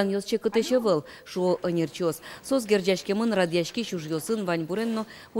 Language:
Udmurt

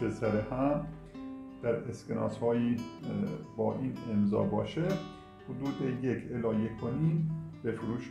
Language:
Persian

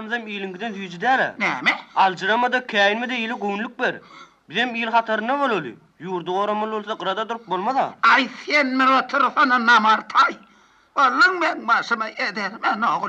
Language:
Turkmen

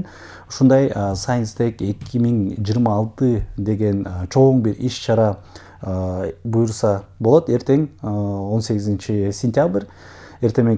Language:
Kyrgyz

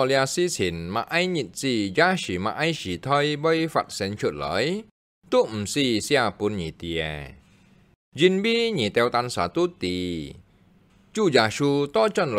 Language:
Hakka Chinese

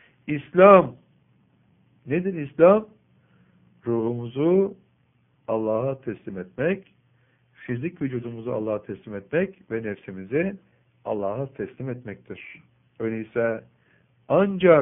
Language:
Turkish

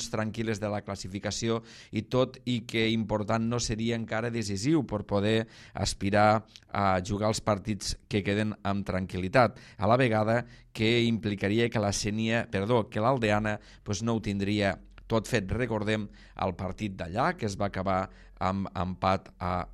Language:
Catalan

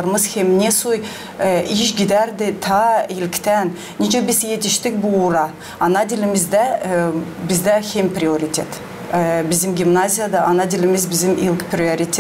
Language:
Gagauz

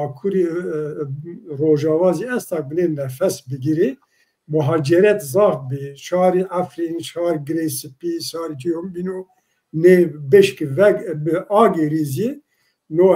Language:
Zaza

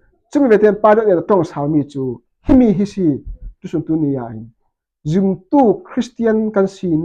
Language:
Falam Chin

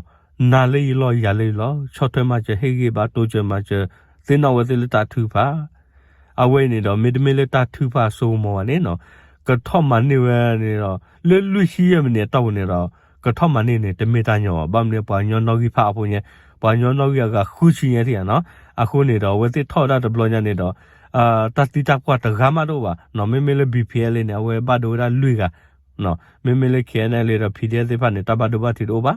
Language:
S'gaw Karen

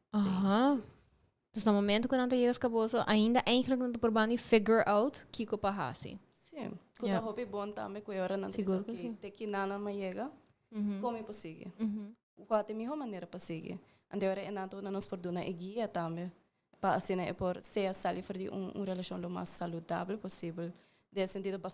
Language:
Papiamento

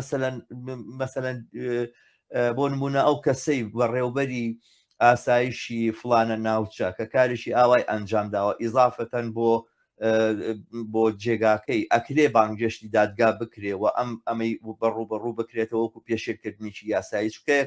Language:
Central Kurdish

